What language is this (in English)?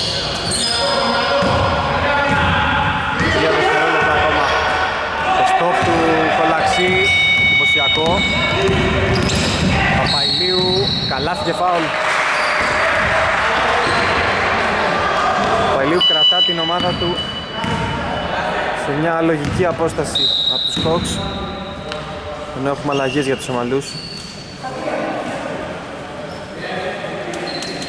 Greek